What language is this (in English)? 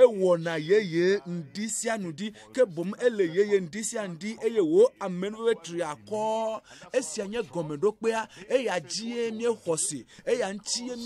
Ewe